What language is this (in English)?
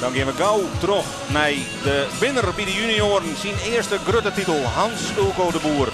Western Frisian